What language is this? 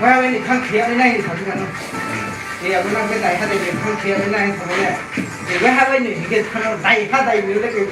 Riang (India)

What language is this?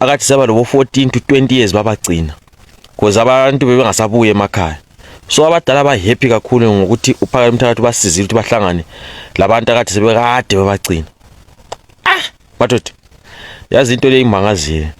Zulu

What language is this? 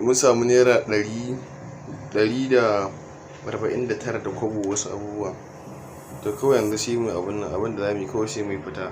Hausa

